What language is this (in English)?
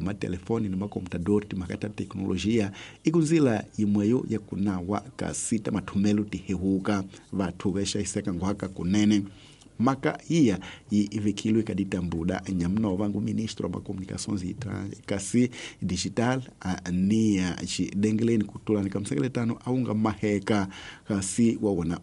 Tsonga